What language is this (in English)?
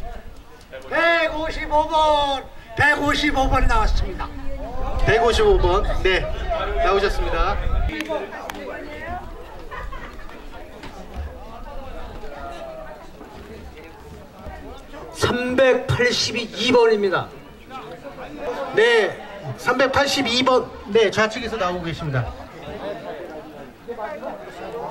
Korean